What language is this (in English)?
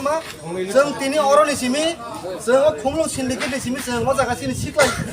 Kok Borok